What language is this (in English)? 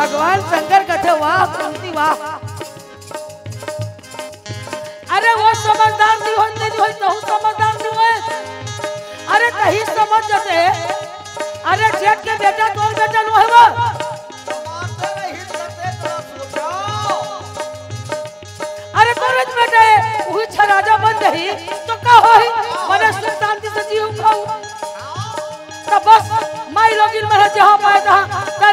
Chhattisgarhi